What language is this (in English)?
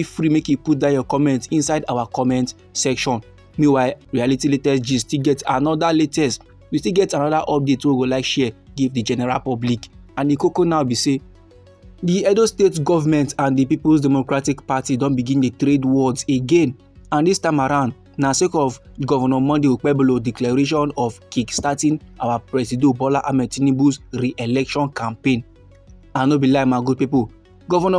Nigerian Pidgin